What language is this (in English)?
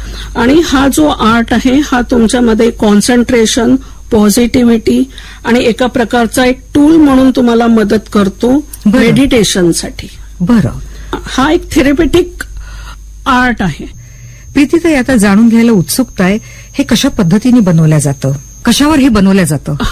Marathi